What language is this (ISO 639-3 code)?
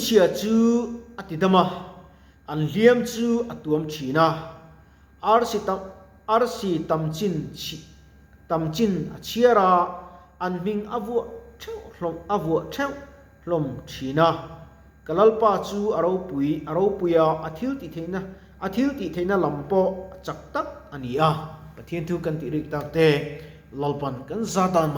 lus